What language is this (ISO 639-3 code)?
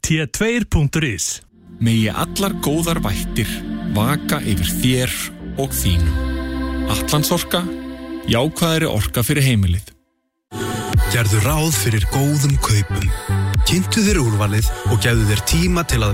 isl